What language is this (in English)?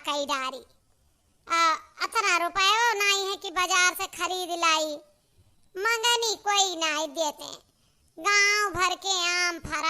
Awadhi